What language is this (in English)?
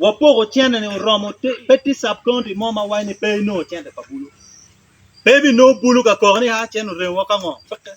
Acoli